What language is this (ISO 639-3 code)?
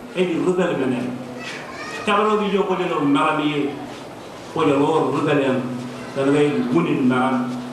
mah